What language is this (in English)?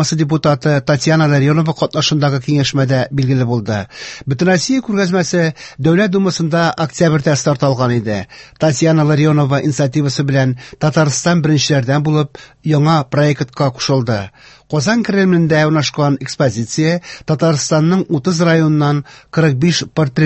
Tatar